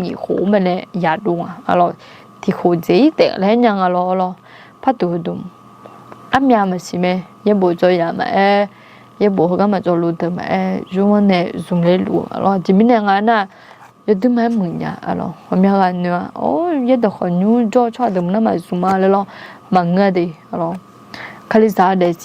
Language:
Akha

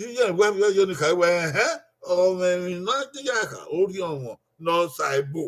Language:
Bini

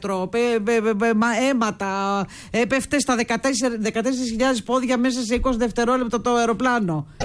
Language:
Greek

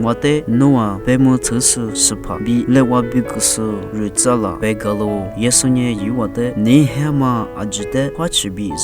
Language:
Lisu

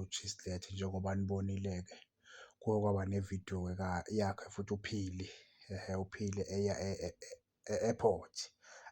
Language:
Zulu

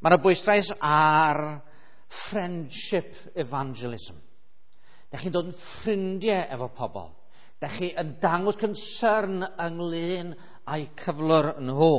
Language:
Welsh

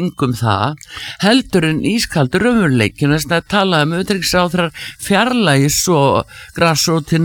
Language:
Icelandic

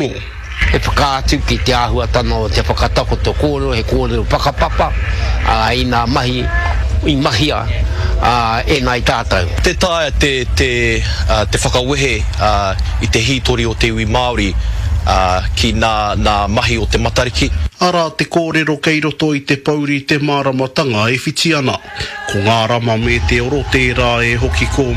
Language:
Māori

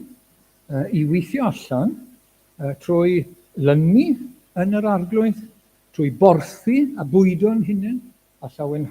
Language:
Welsh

